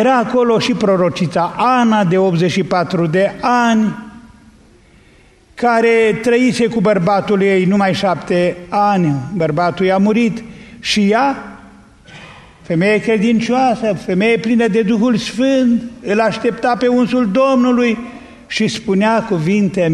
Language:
Romanian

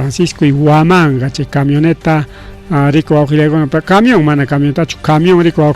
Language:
Ayacucho Quechua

